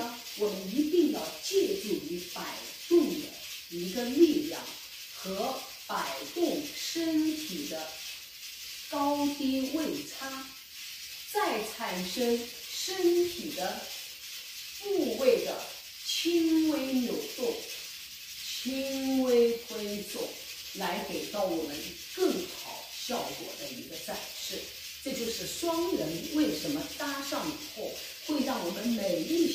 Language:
Chinese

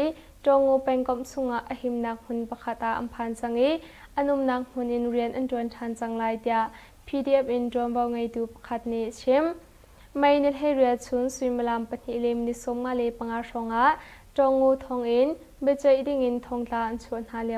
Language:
Hakha Chin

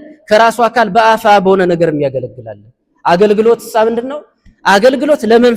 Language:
Amharic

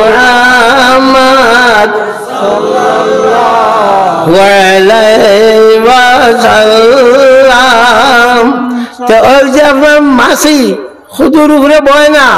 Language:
Sylheti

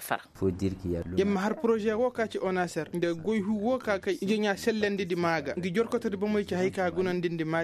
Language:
Koyraboro Senni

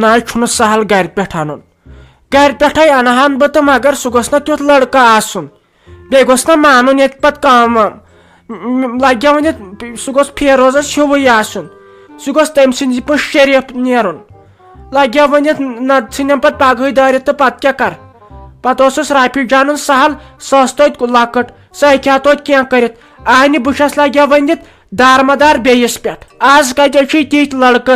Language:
Kashmiri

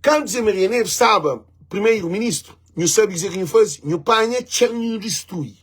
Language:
Kabuverdianu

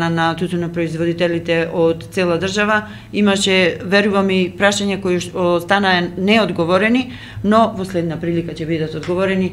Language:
Macedonian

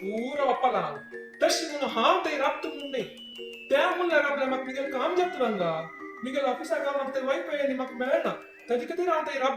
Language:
Konkani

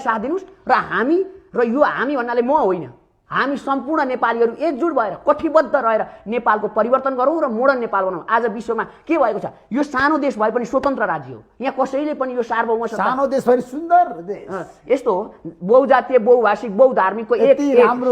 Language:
Nepali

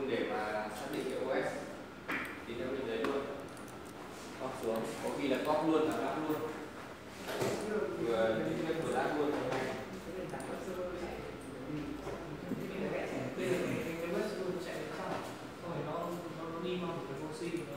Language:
Vietnamese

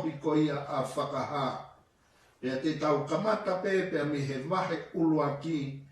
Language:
Tongan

